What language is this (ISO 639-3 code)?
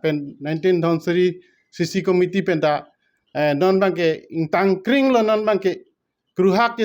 mjw